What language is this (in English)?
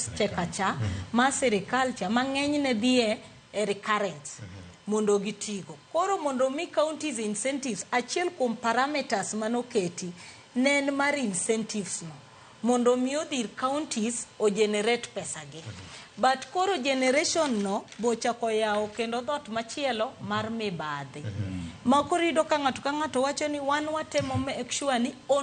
Luo (Kenya and Tanzania)